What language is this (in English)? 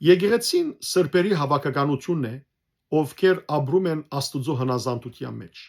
Western Armenian